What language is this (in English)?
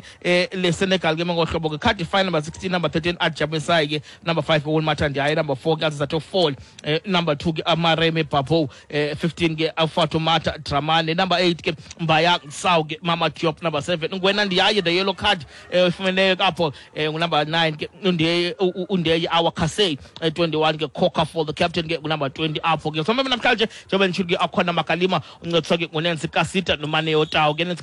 Xhosa